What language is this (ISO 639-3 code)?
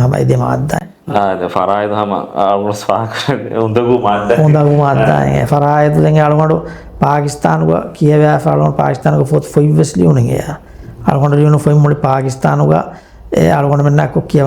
div